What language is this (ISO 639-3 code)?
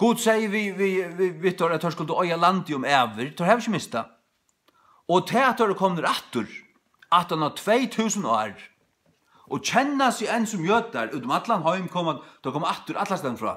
fao